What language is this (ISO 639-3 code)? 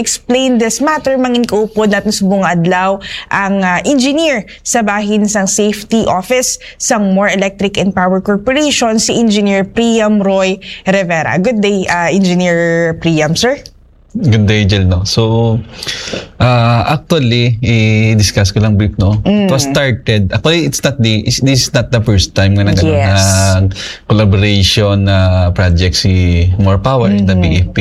hil